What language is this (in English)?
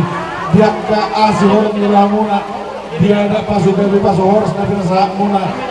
Batak Toba